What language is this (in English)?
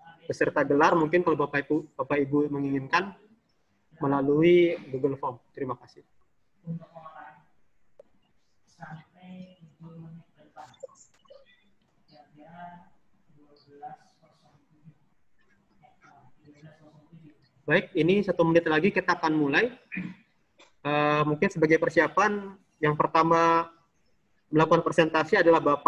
Indonesian